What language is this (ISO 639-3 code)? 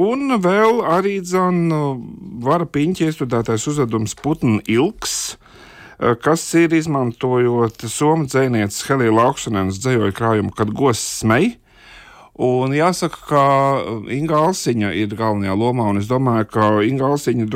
lav